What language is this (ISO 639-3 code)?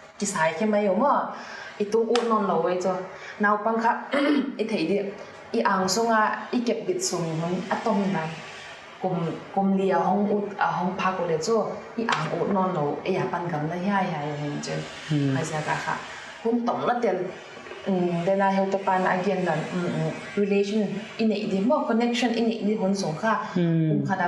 pck